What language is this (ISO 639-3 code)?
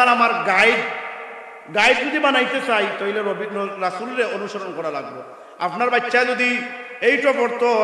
syl